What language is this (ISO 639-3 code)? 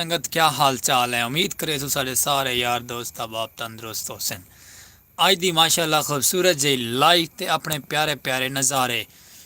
skr